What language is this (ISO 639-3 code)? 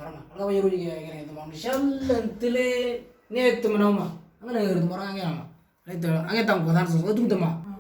mor